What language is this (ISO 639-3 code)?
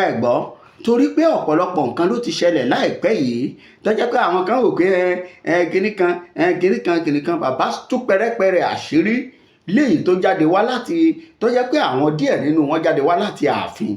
yor